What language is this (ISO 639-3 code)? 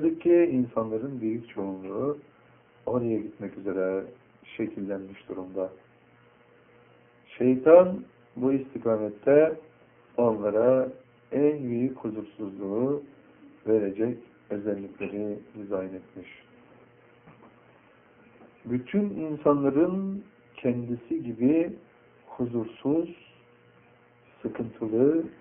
tur